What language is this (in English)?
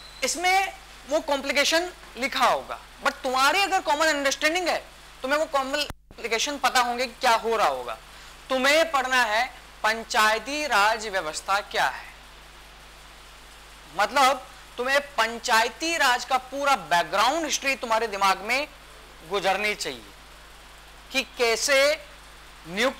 Hindi